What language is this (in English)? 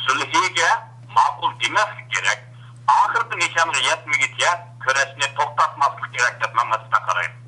Uyghur